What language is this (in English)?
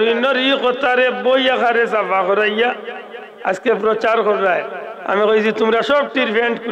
Sylheti